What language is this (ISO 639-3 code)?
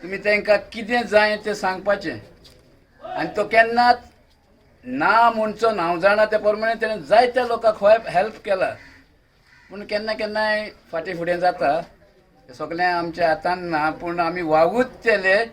kok